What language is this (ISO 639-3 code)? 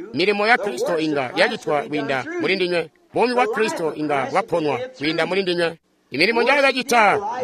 toi